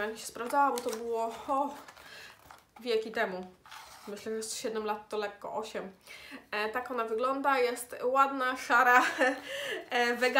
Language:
Polish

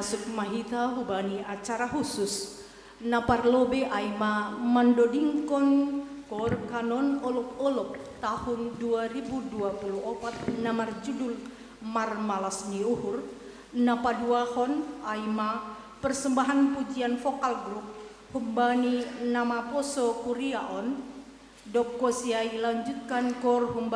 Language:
Batak Simalungun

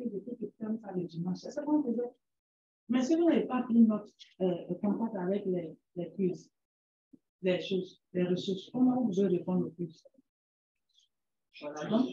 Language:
French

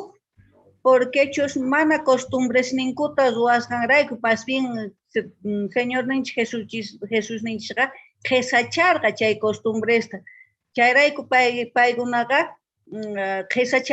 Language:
Quechua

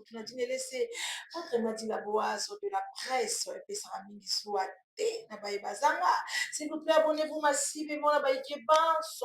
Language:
Lingala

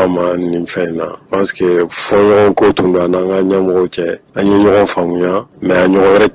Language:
Bambara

